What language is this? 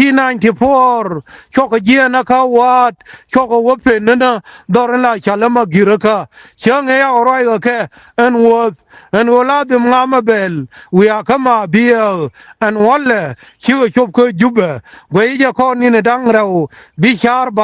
Nuer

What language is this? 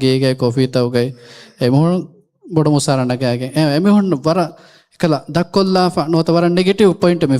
Divehi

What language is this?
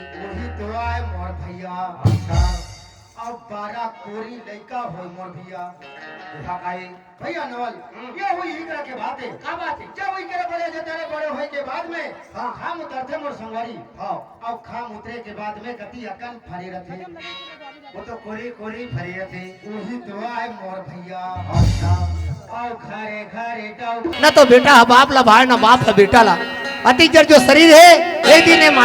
Chhattisgarhi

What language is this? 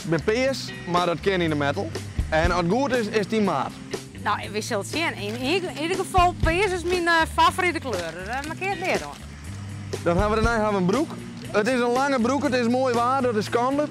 Western Frisian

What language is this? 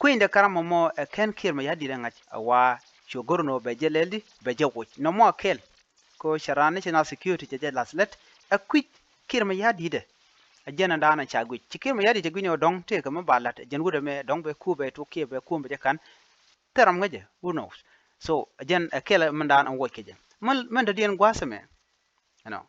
Nuer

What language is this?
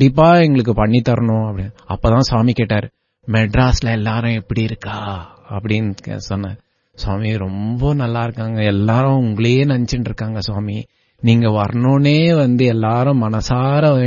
Tamil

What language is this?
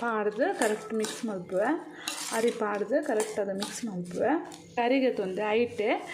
Tulu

